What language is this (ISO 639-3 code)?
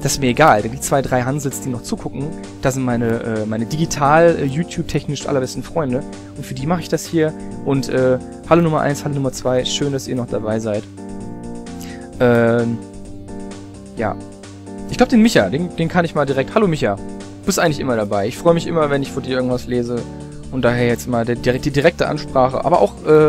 deu